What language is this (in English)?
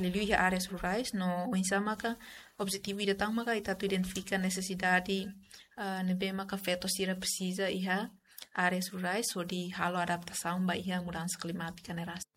Tetum